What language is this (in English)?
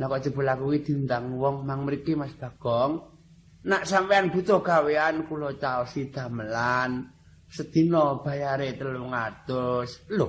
Javanese